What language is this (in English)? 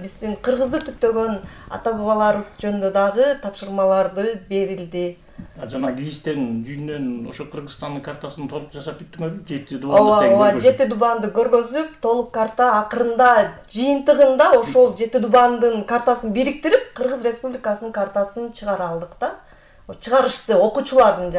Kyrgyz